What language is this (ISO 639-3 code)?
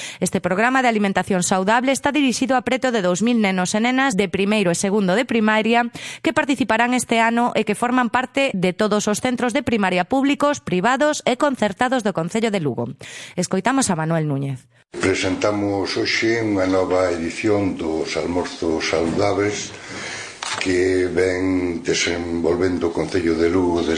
glg